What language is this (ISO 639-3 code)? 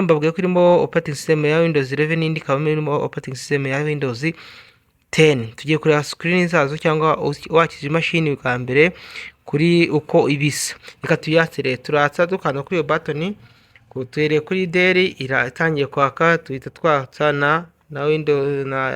kin